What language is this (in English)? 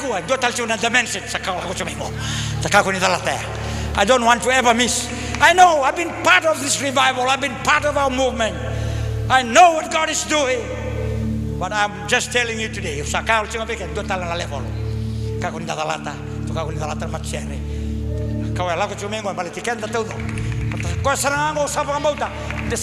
Fijian